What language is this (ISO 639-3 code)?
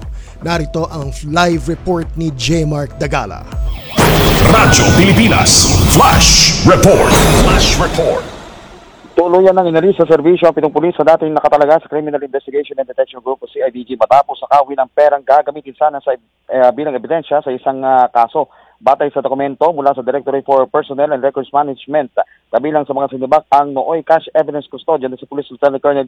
fil